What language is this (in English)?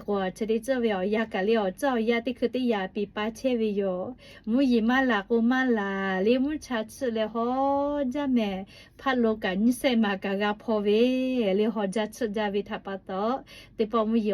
Lahu